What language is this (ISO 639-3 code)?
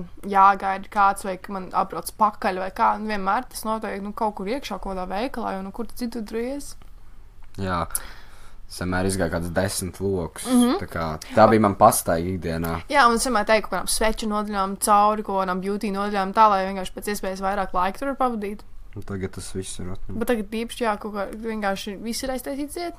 lav